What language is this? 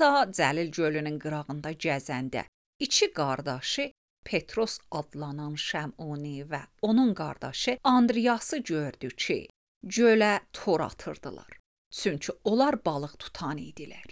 Azerbaijani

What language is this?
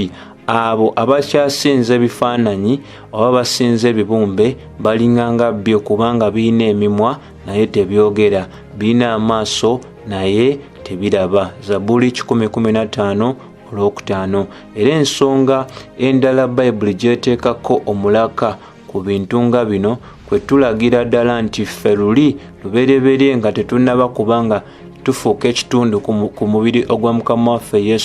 Ganda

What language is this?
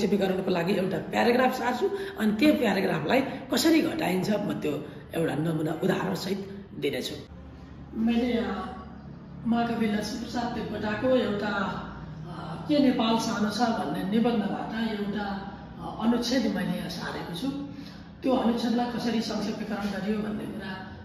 Nepali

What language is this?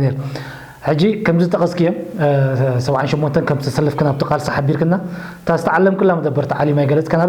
Tigrinya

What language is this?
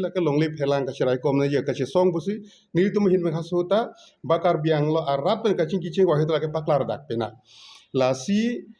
Karbi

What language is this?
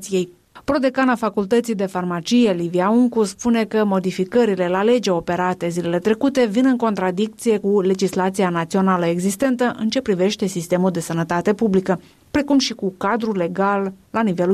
Romanian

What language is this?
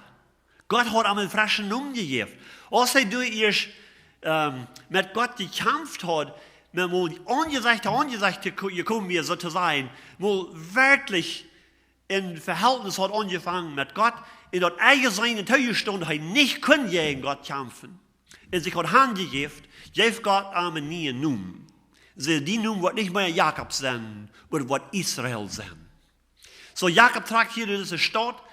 Plautdietsch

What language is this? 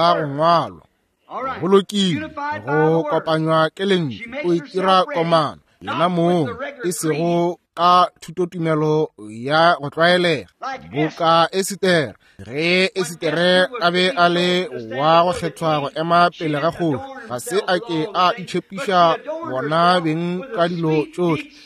Northern Sotho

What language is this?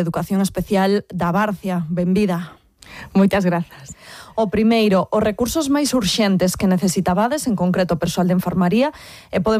Galician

